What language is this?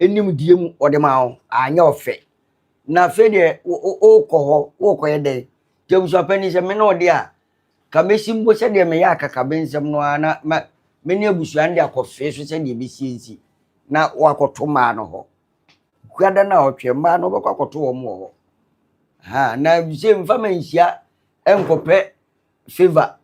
Akan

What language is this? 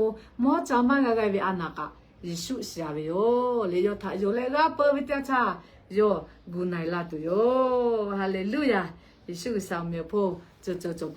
Lahu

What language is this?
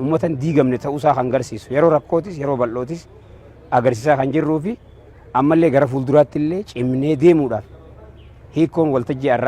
Oromo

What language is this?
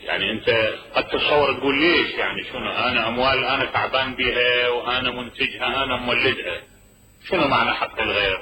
Mesopotamian Arabic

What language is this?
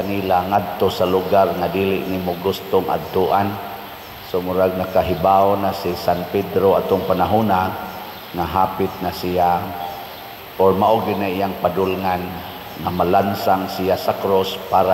Cebuano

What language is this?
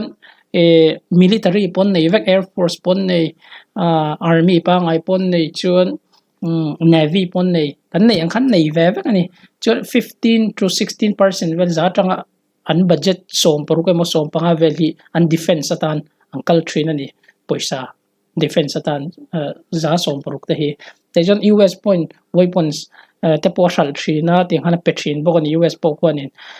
Mizo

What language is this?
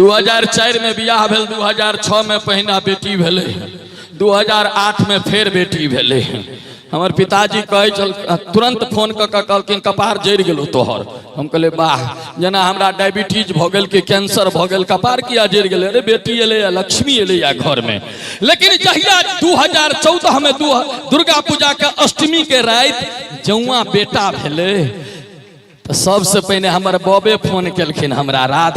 Maithili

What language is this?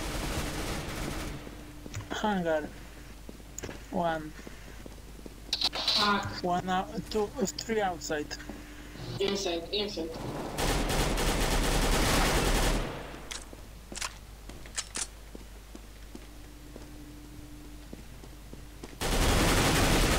Swedish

